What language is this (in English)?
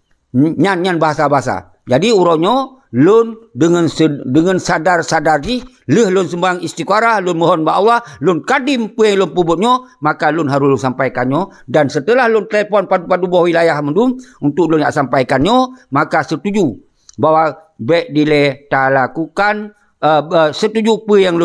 Achinese